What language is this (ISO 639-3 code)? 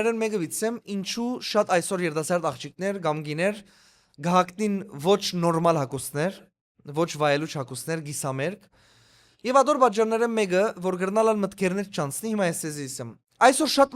hyw